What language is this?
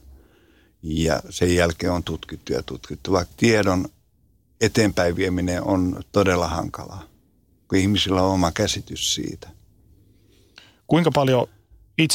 Finnish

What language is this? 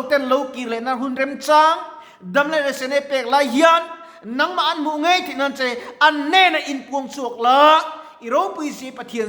Mizo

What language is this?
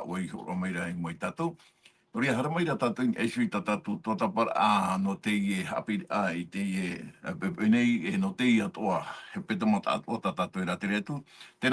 Tahitian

